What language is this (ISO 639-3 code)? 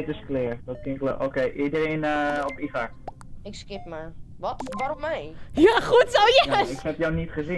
fry